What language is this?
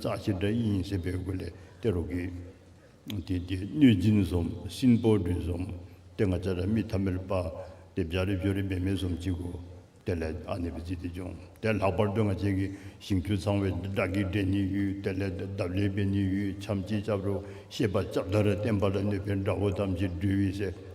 Dzongkha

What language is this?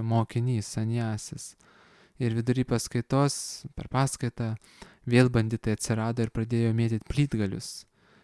Lithuanian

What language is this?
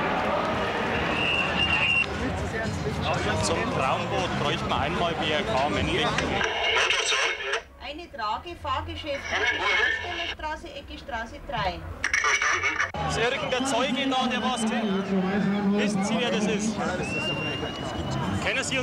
German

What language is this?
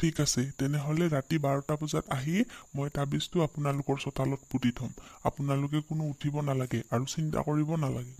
Assamese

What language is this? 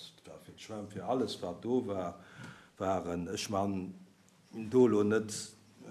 Luxembourgish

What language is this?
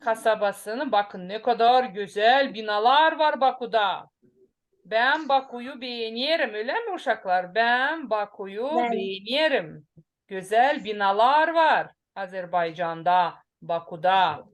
Gagauz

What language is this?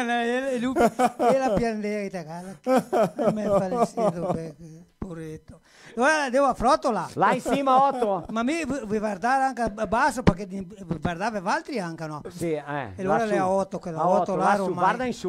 Venetian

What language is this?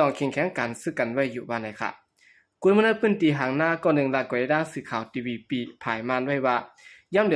Shan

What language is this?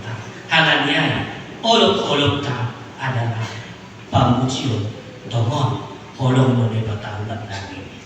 Batak Simalungun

